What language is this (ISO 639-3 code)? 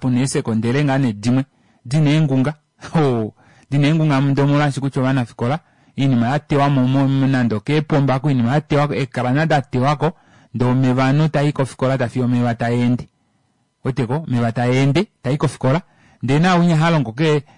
kua